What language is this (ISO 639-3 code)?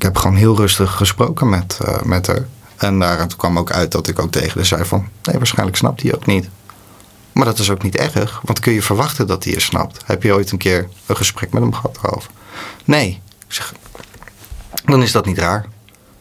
nld